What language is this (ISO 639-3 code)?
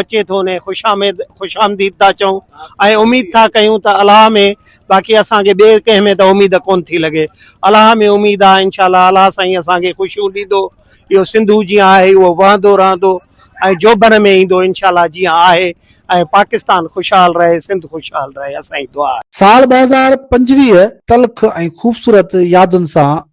snd